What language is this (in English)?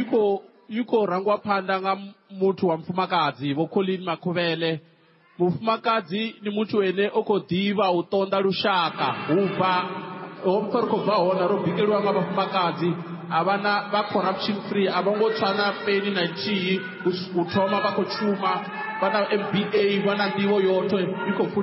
Venda